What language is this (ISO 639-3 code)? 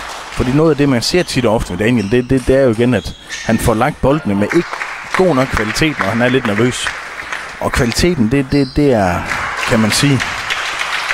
dan